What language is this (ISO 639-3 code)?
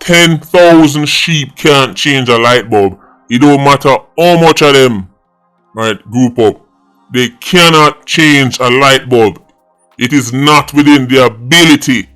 jam